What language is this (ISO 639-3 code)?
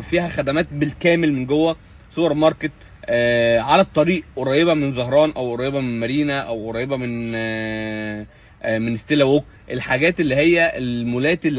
arz